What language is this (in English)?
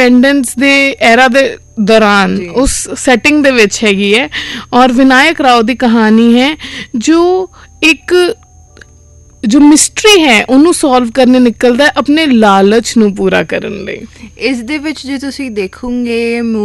Punjabi